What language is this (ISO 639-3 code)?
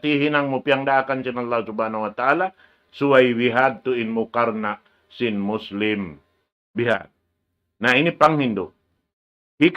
tsg